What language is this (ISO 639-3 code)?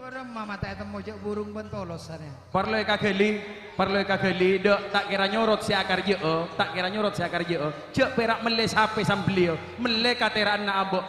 mad